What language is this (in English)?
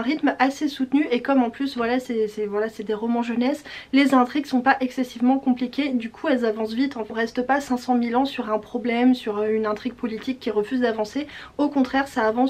French